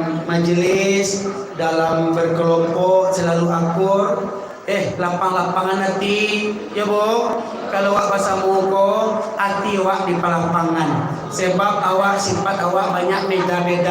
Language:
Minangkabau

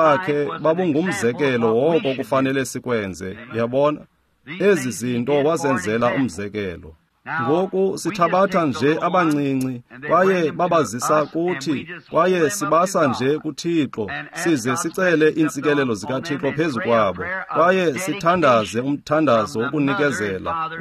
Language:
Xhosa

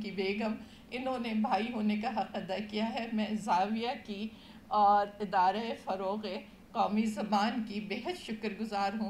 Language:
Urdu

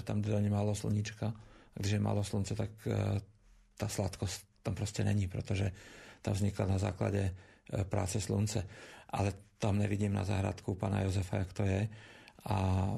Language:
Czech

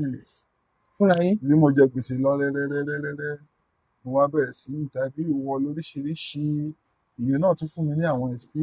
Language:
Yoruba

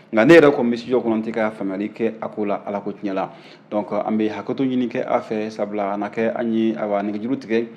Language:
Bambara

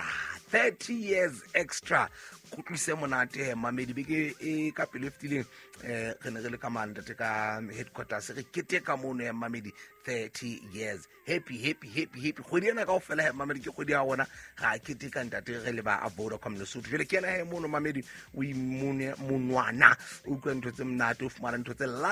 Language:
Southern Sotho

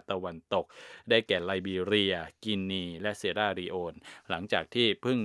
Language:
Thai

